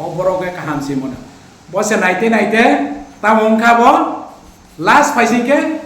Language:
Riang (India)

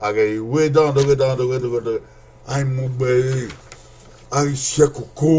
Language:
Bini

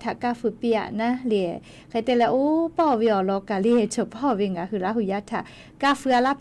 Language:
Lahu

